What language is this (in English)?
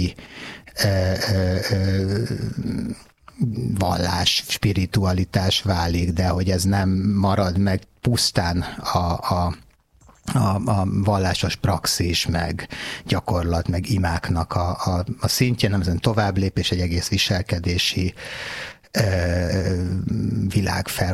Hungarian